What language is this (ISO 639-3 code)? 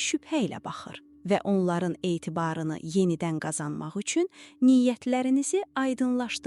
aze